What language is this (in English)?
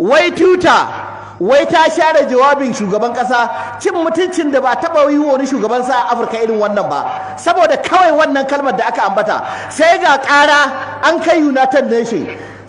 Hausa